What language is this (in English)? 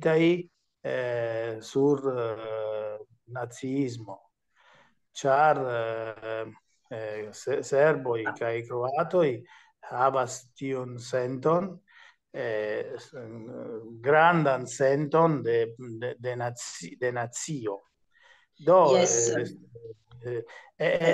Esperanto